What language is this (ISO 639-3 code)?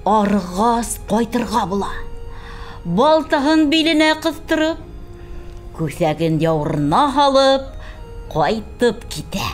bak